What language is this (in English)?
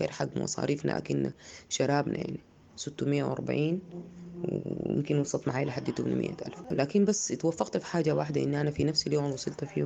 Sudanese Arabic